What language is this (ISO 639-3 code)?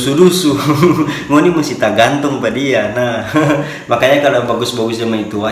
xmm